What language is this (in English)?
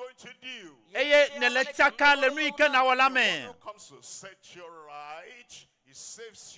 Ewe